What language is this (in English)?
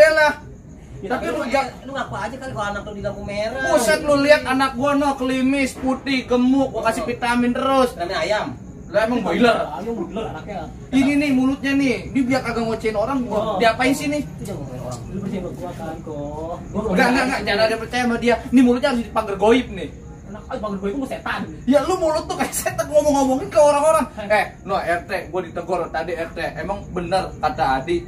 Betawi